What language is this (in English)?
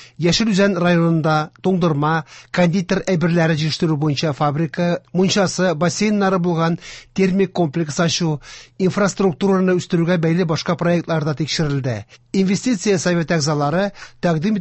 Tatar